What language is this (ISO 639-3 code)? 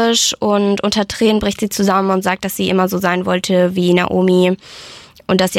deu